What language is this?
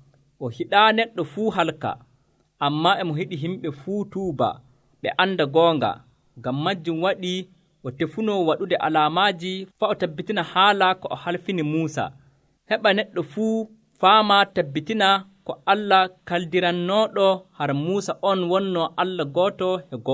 Nigerian Fulfulde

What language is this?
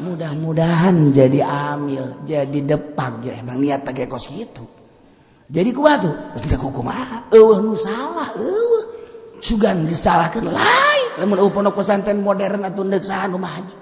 Sundanese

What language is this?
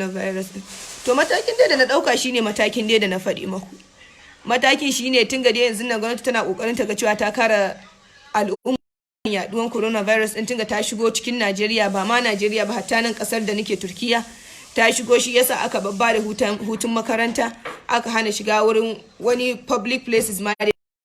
Hausa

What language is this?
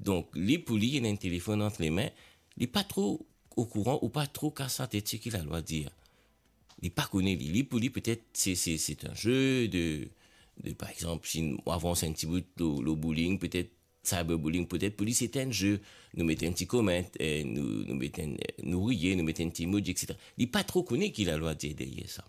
Morisyen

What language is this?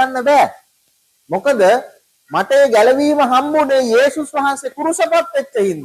Sinhala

